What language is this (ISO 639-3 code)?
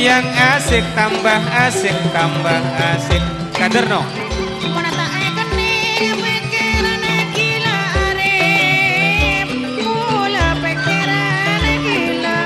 mad